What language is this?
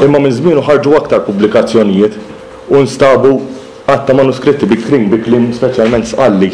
Maltese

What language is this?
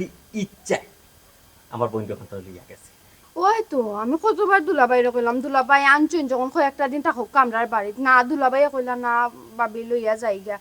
Sylheti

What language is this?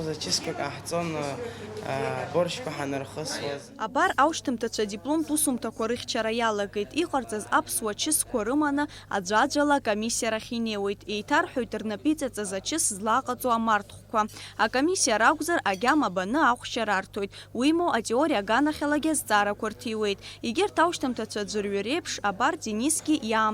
Abkhazian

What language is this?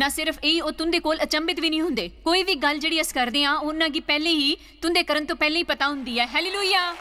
Dogri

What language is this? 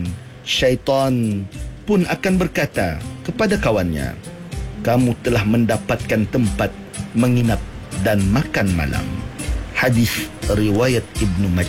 Malay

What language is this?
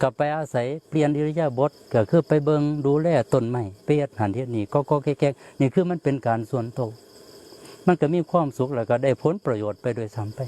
Northeastern Thai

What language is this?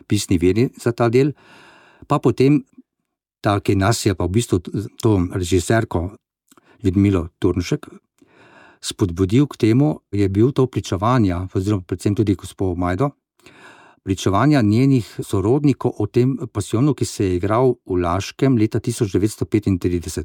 Slovenian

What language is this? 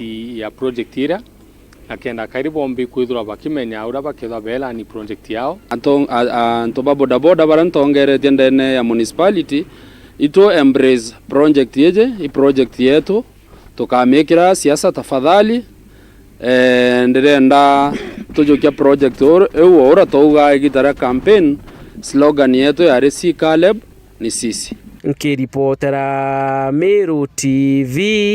Meru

